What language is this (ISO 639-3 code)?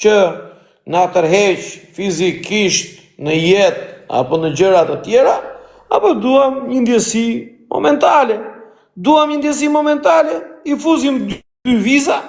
sqi